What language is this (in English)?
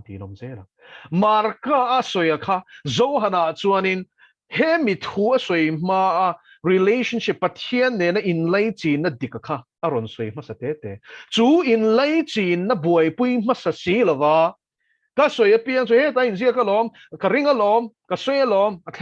Mizo